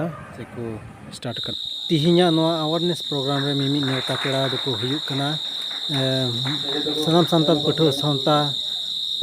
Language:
Santali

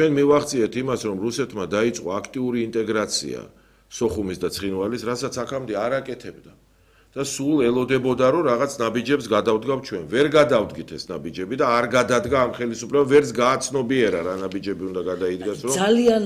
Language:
Georgian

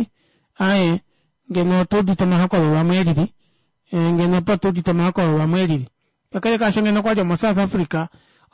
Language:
Kuanyama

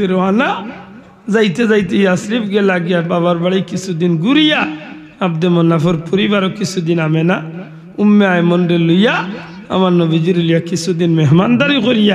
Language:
Sylheti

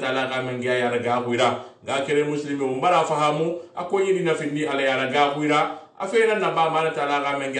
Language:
Susu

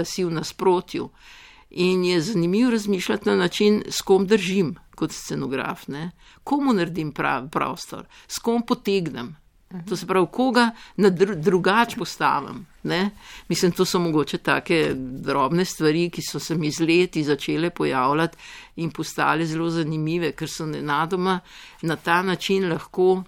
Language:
Slovenian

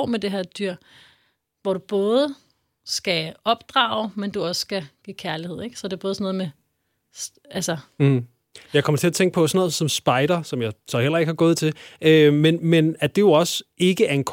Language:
Danish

